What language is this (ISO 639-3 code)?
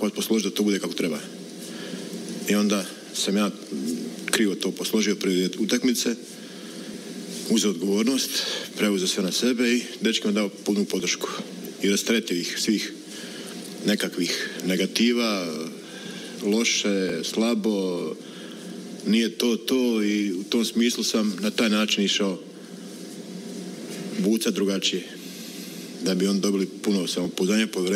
hrv